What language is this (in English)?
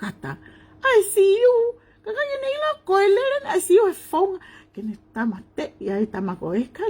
Tongan